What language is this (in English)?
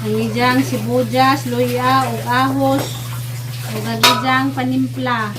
Cebuano